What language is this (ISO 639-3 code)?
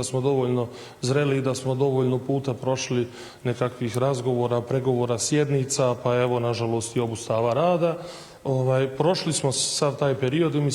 bos